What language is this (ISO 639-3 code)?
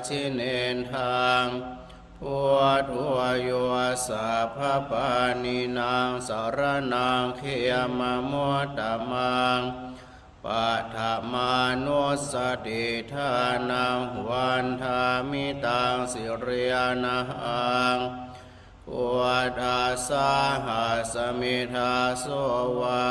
pli